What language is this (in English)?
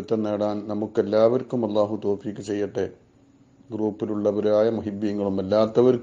Malayalam